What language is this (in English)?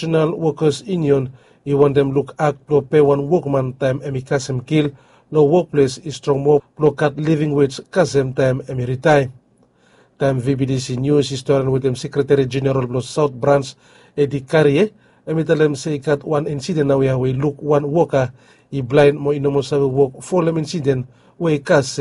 Bislama